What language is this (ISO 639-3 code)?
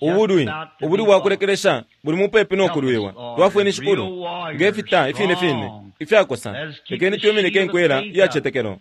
bem